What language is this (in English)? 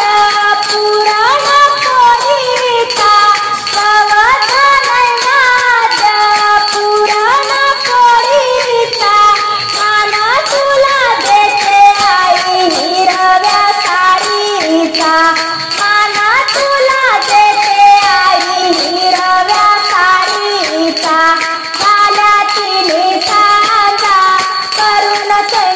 Marathi